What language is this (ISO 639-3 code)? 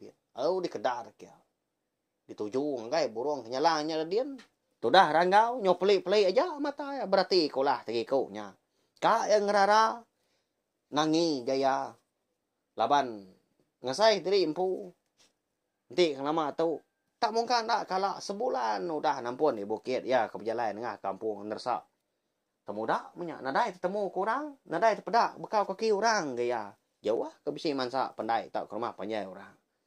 iba